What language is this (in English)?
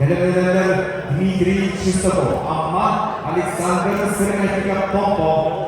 Yakut